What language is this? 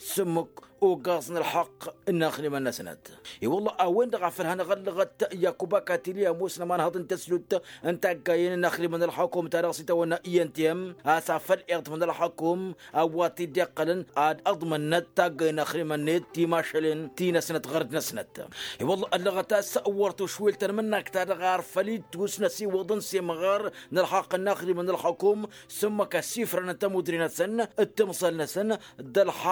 Tamasheq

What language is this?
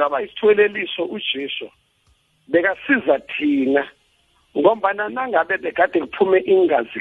South Ndebele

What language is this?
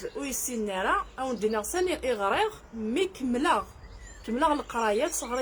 Kabyle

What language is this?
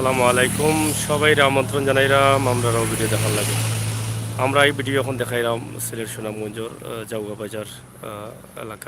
Sylheti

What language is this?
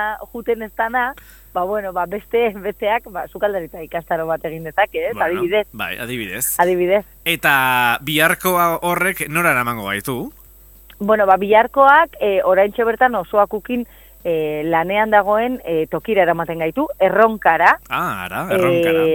Basque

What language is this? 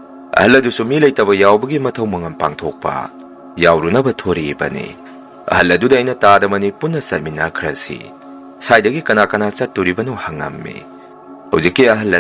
Manipuri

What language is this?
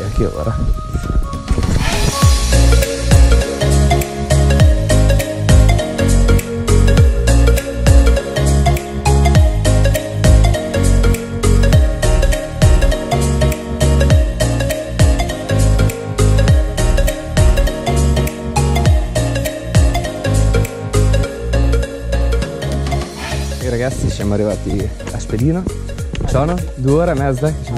Italian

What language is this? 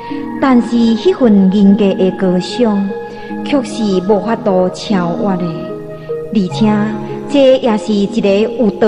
Min Nan Chinese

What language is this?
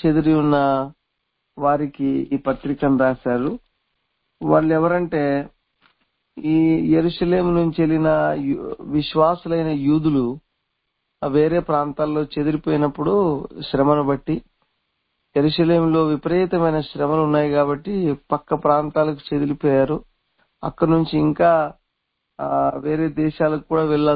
Telugu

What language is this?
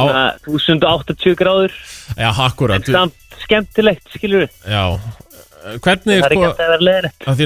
Icelandic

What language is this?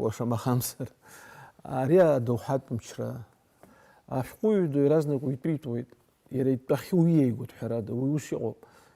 Abkhazian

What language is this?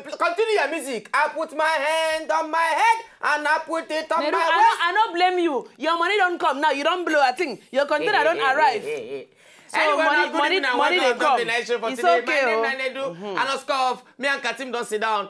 Nigerian Pidgin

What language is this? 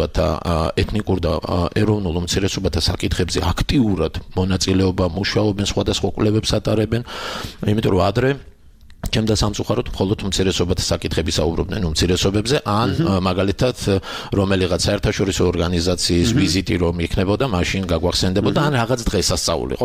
Georgian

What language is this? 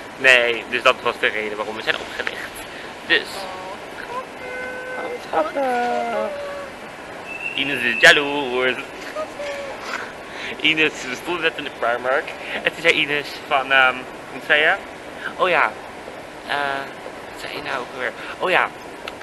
Dutch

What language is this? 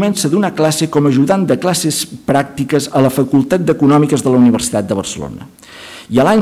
Catalan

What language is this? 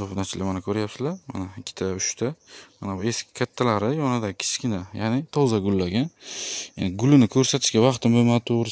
Uzbek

